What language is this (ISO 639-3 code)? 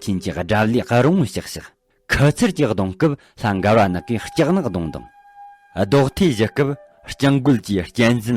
bod